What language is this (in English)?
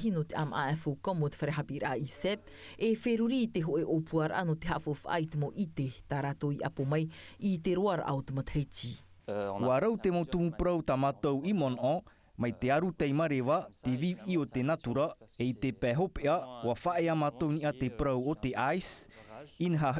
Tahitian